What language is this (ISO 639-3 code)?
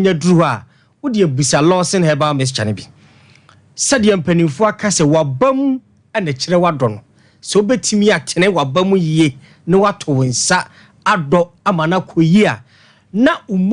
aka